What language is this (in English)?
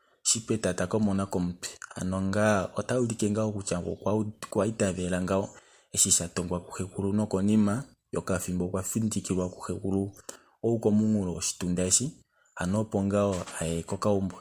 Kuanyama